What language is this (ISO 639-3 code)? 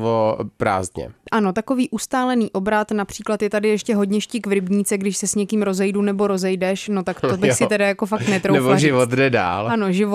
ces